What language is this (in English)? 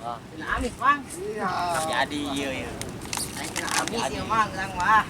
Sundanese